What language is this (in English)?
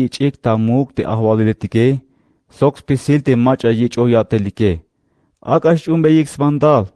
Tzeltal